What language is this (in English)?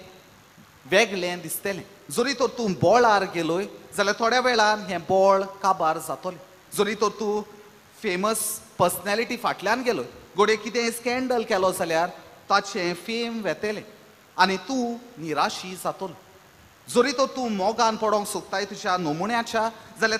Konkani